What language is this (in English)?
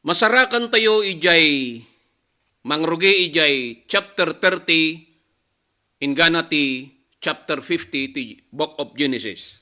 Iloko